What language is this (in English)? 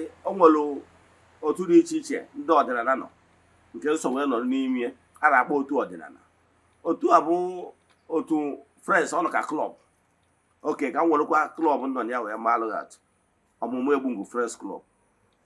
Igbo